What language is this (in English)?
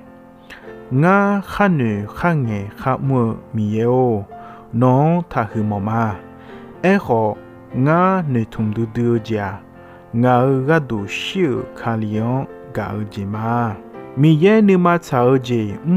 Akha